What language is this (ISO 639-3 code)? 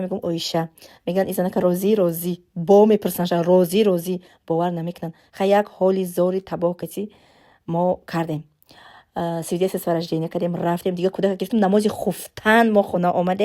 tgk